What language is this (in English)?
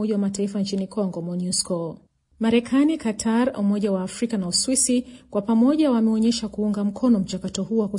Swahili